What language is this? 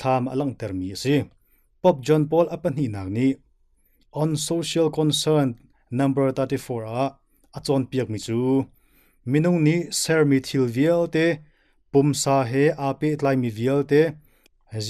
Hakha Chin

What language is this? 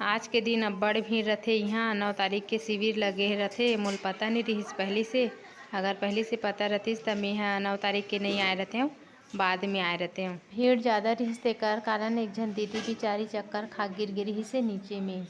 Chhattisgarhi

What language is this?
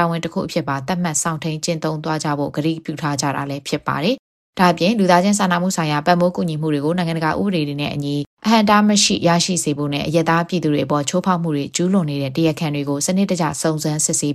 Burmese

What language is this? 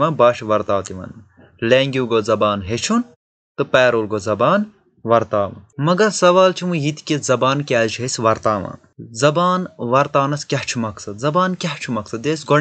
Kashmiri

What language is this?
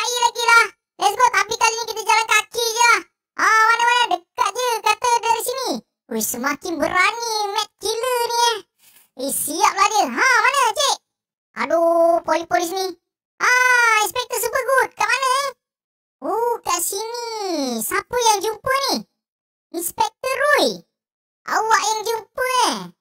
Malay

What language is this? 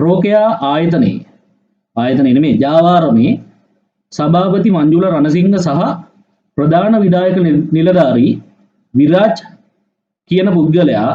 Sinhala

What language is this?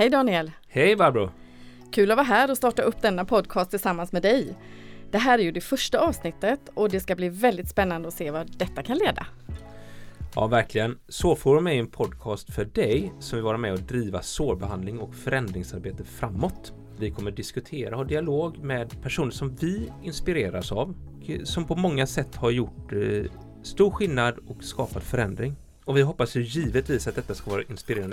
Swedish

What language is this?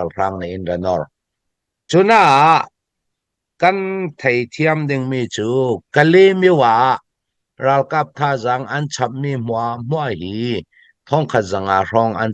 Falam Chin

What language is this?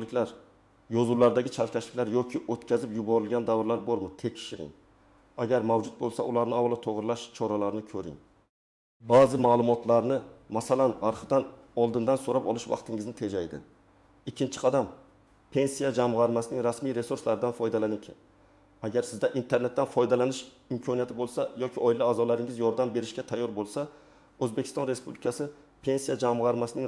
Uzbek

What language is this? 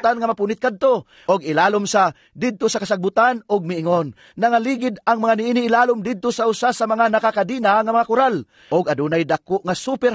Cebuano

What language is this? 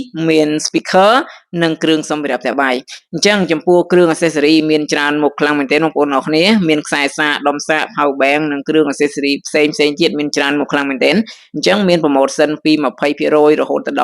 Khmer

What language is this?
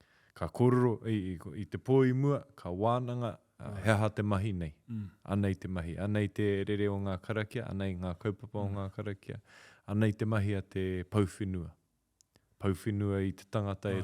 Māori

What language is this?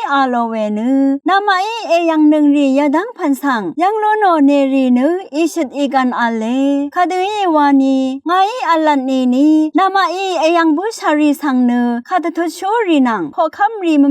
Rawang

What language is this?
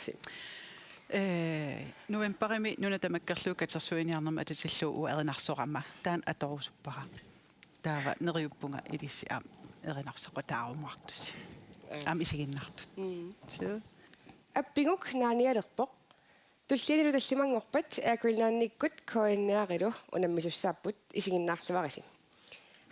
Kalaallisut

